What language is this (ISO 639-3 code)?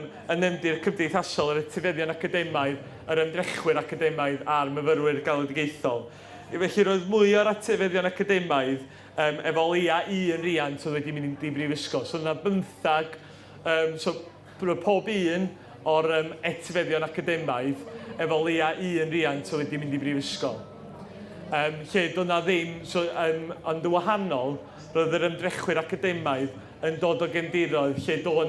cym